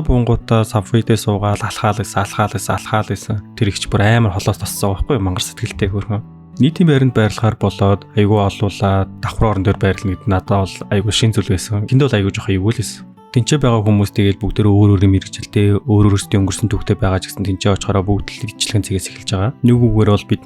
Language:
Mongolian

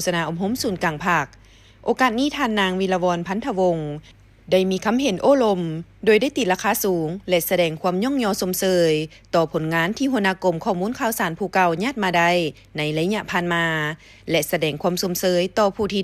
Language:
Lao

